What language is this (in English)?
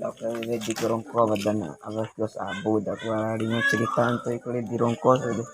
Bima